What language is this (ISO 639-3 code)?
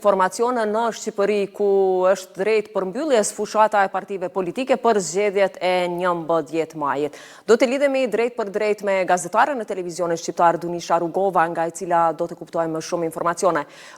sqi